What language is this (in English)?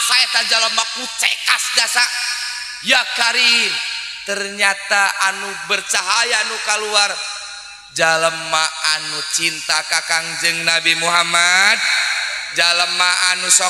Sundanese